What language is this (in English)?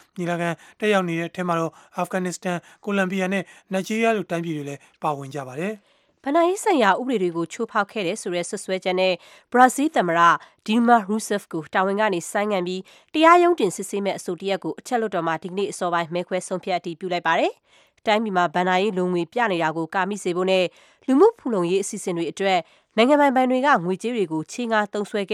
Burmese